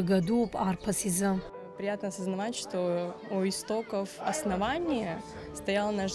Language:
Abkhazian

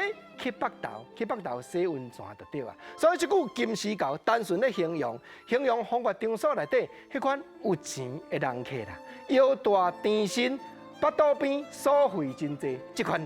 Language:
Min Nan Chinese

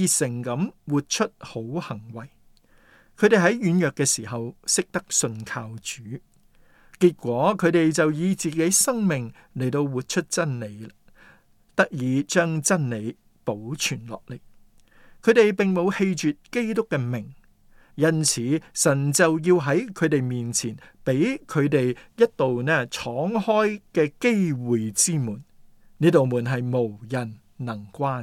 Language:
Cantonese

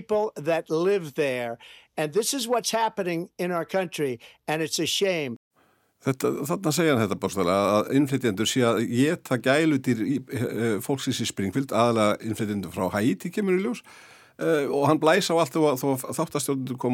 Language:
Icelandic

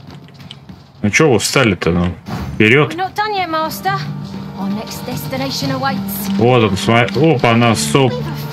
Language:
Russian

